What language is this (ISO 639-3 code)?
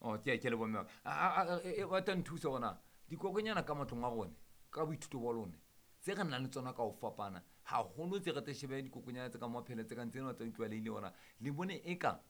sot